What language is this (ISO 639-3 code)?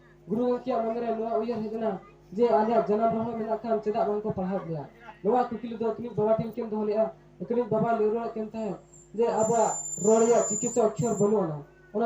sat